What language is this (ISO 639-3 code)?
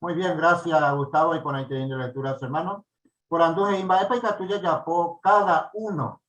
grn